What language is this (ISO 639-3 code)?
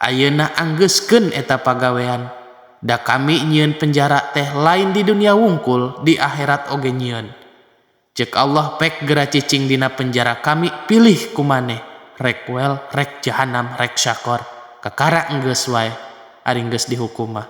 sun